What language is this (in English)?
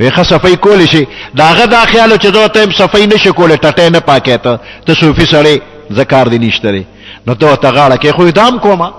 Pashto